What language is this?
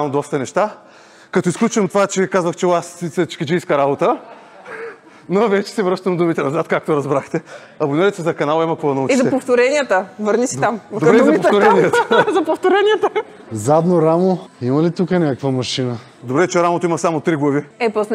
Bulgarian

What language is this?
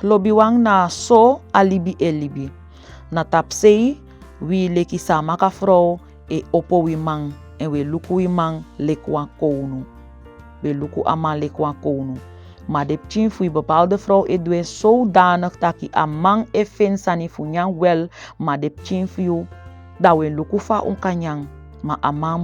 Saramaccan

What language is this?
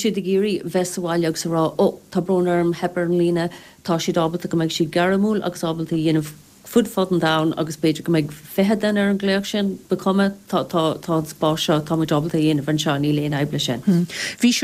Irish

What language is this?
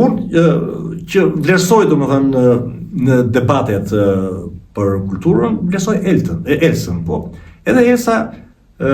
Albanian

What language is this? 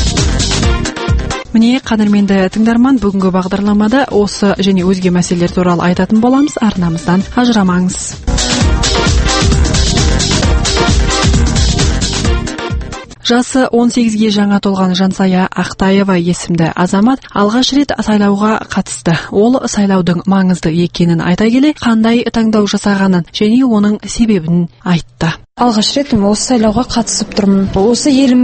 Kazakh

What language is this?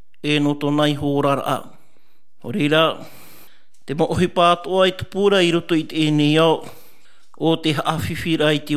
Tahitian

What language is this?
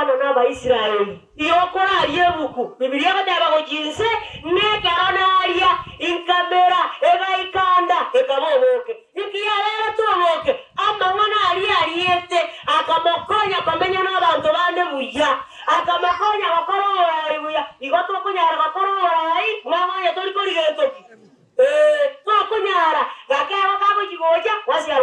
Gusii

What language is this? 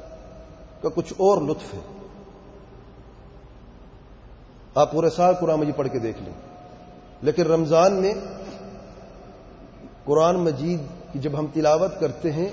Urdu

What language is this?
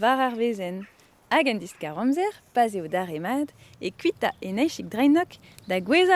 Breton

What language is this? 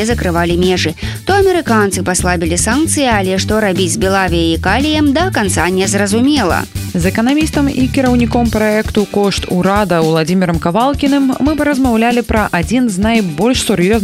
Belarusian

